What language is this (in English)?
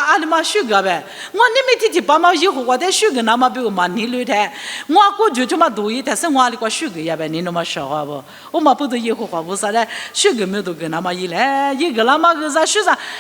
Lisu